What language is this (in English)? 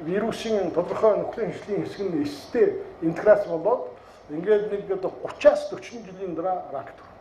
Mongolian